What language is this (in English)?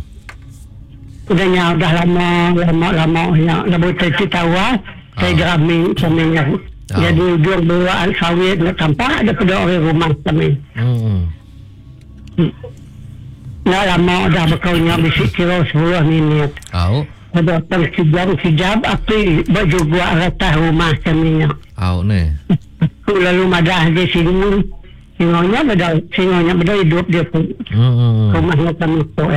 Malay